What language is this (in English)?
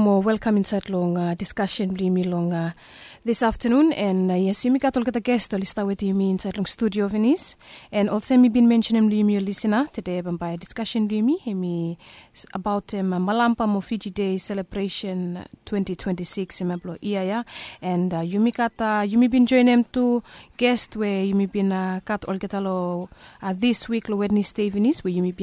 Bislama